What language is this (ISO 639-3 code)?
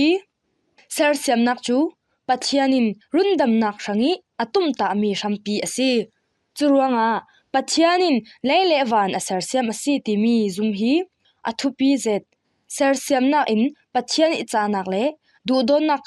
cfm